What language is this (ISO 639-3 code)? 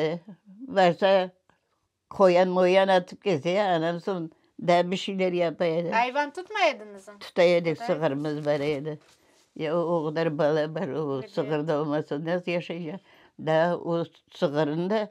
crh